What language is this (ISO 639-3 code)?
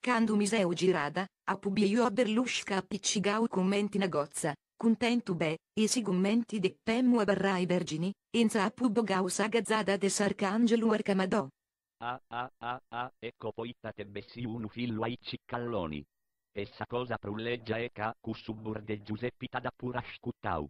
srd